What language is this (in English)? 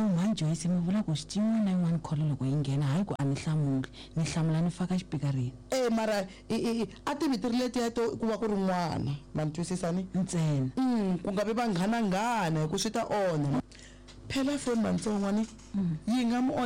Tsonga